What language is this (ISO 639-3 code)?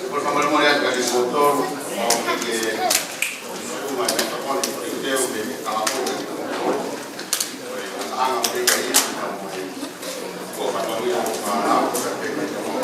ton